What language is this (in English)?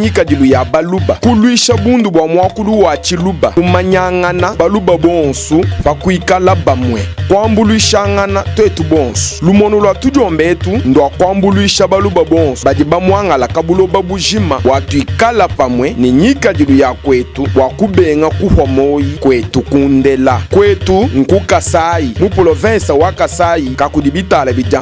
Luba-Lulua